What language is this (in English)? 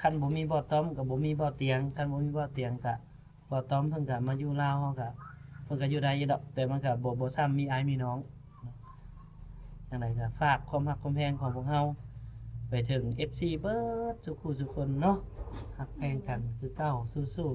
Lao